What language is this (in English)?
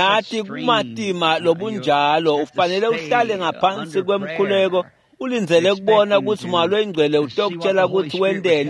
Swati